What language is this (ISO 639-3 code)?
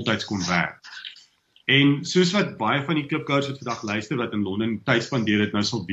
afr